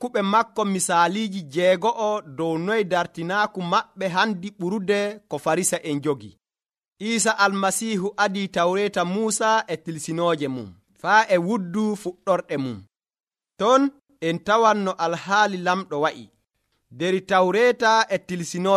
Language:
Nigerian Fulfulde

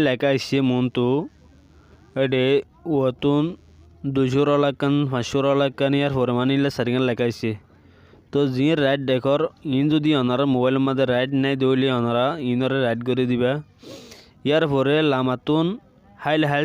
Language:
Rohingya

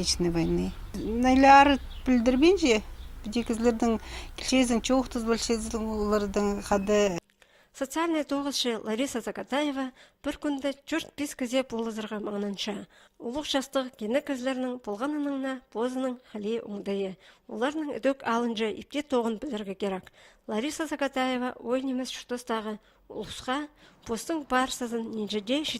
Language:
Khakas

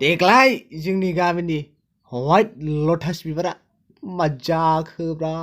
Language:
Bodo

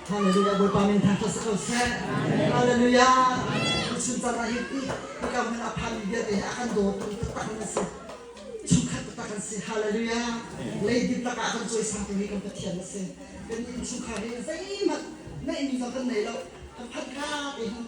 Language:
Hakha Chin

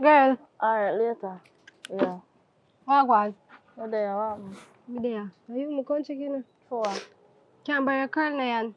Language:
Jamaican Creole English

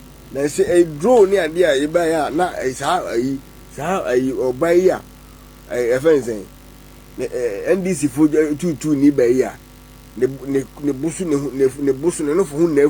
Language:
Akan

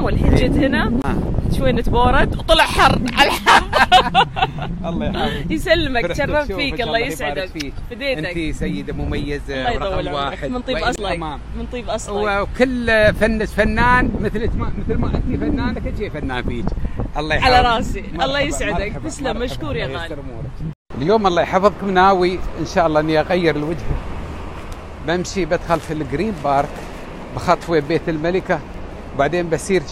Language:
Gulf Arabic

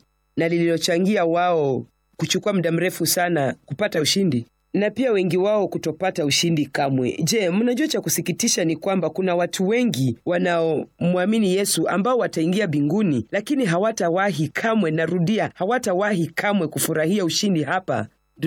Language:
Swahili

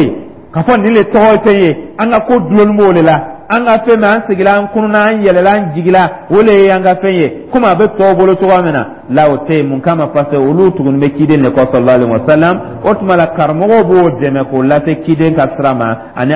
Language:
Dyula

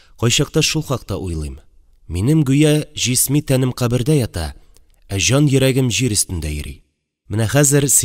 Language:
Tatar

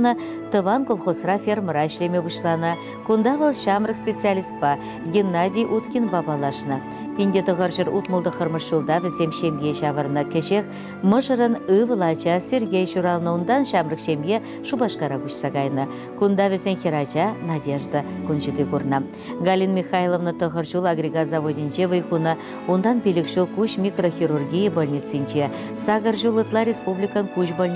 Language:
Chuvash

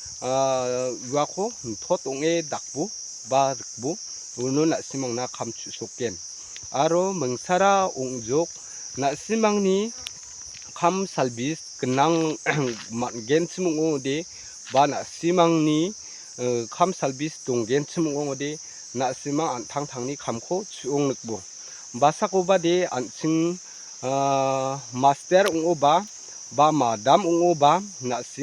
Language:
Garo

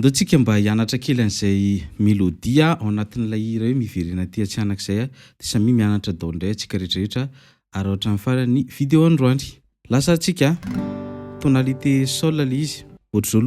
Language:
Malagasy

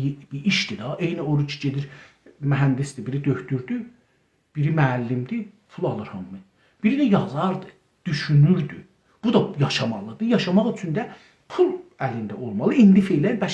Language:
South Azerbaijani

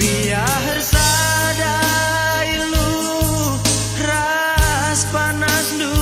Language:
Batak Karo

